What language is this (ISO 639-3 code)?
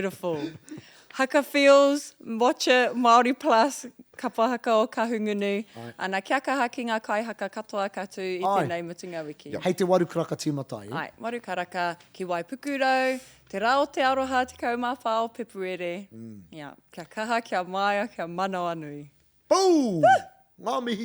mri